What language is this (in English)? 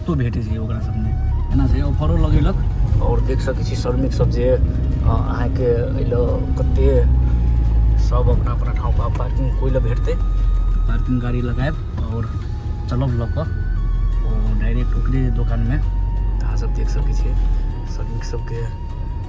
Maithili